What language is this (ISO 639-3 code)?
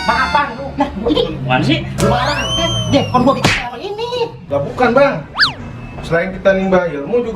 bew